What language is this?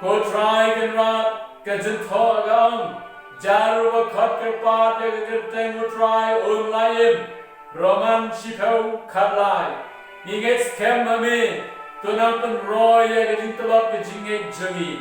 Khasi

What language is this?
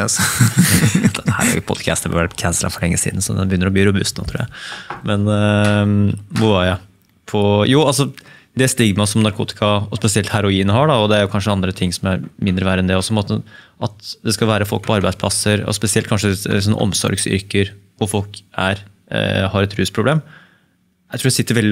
Norwegian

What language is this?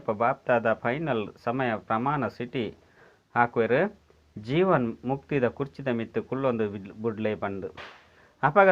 Tulu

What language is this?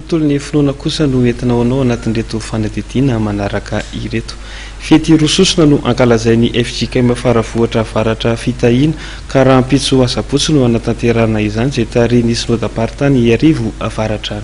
Malagasy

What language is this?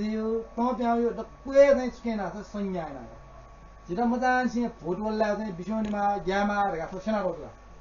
Newari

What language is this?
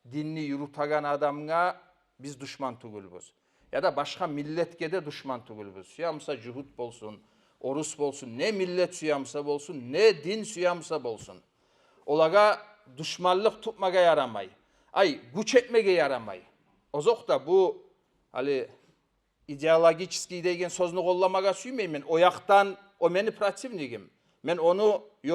Kumyk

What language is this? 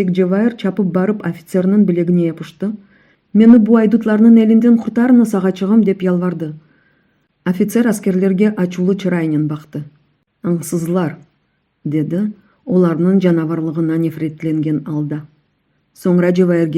Crimean Tatar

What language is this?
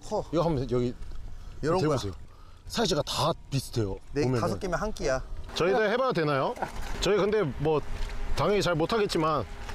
Korean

